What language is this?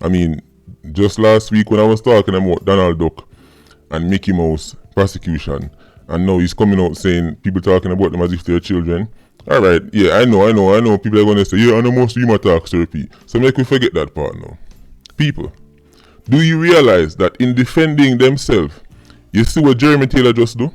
Jamaican Creole English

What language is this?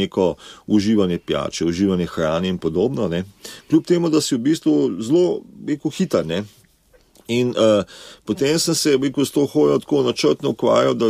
Slovenian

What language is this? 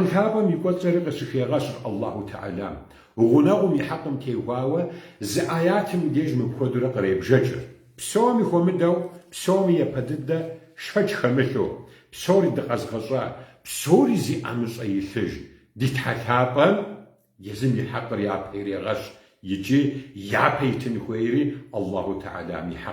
Kabardian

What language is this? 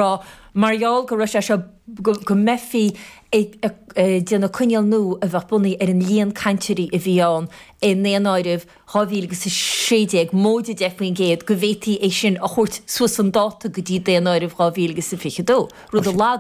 Irish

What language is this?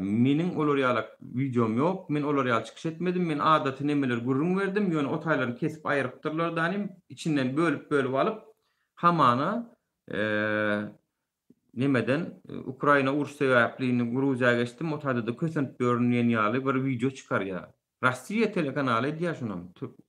Turkmen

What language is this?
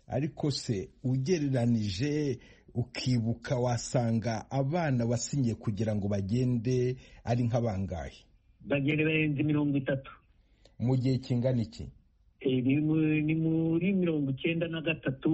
Kinyarwanda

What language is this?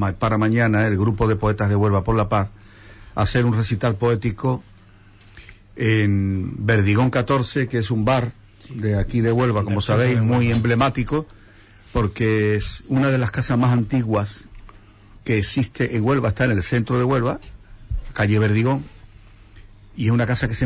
Spanish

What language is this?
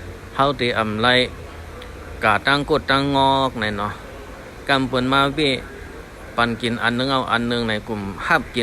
Shan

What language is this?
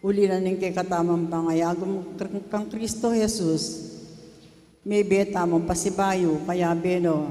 Pampanga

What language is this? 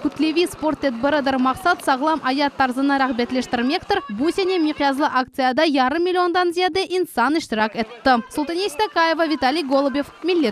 Crimean Tatar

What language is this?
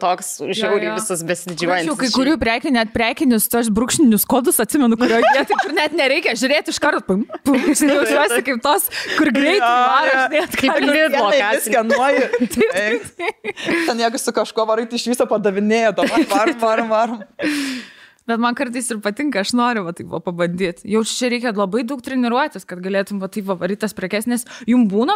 Lithuanian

